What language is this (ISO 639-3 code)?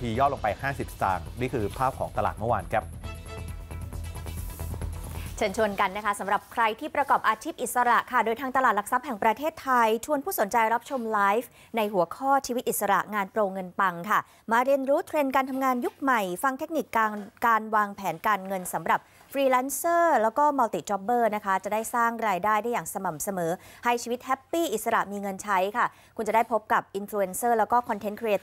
tha